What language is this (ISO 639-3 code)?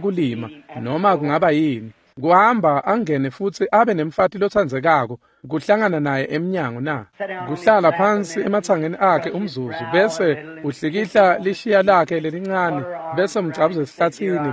ssw